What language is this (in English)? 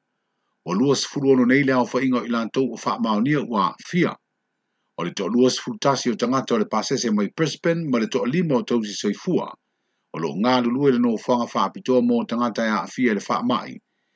Samoan